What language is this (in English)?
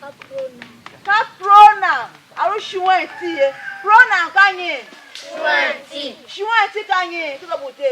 Tiv